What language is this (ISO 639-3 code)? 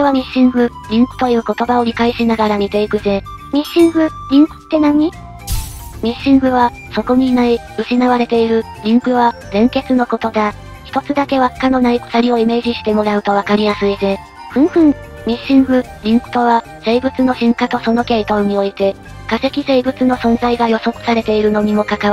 jpn